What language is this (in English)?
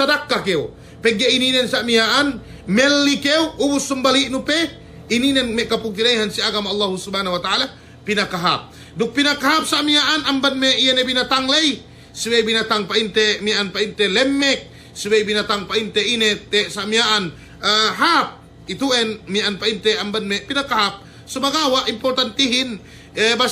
Yakan